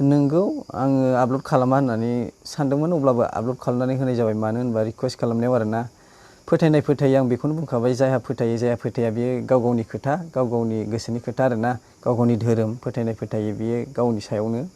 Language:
Bodo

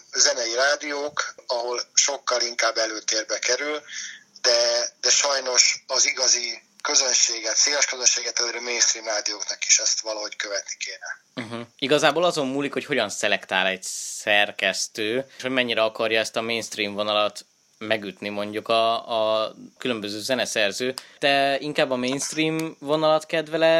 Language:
Hungarian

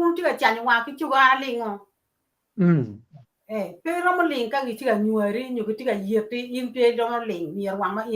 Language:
Acoli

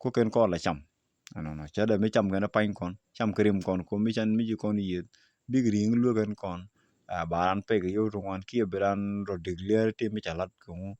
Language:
Nuer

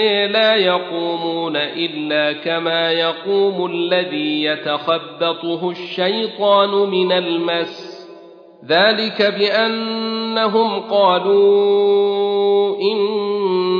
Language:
Arabic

